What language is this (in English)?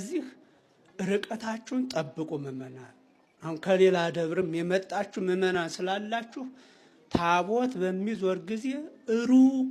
Amharic